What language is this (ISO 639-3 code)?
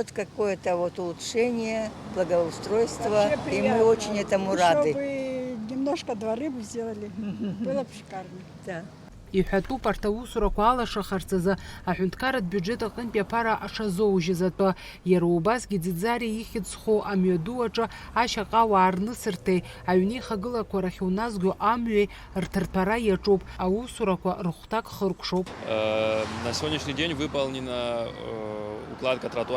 abk